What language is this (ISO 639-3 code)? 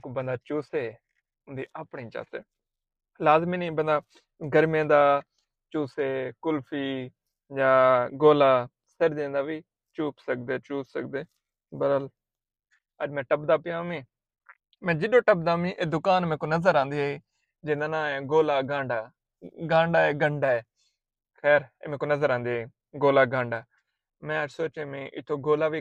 skr